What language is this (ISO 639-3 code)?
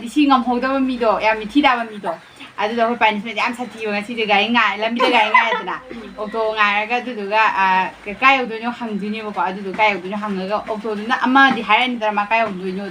mni